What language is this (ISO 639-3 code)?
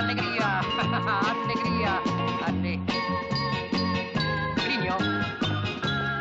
ita